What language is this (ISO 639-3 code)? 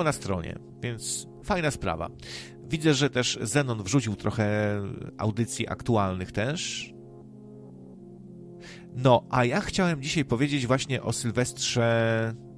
pol